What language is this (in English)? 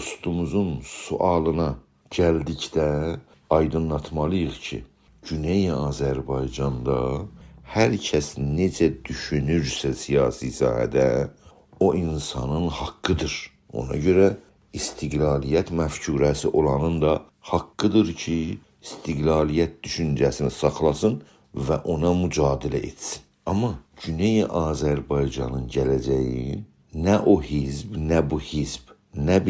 South Azerbaijani